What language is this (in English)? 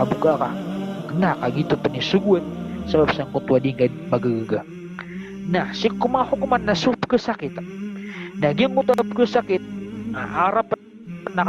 Maranao